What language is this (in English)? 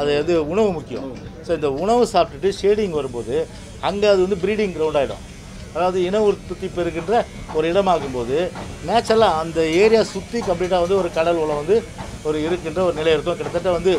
Tamil